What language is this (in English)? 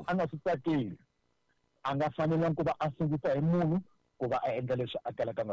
Tsonga